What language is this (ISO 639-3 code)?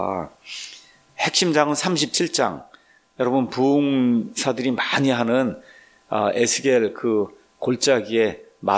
kor